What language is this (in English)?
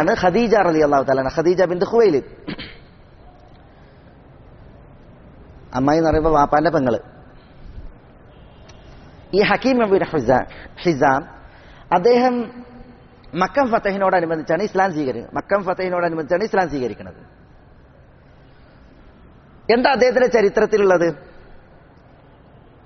Malayalam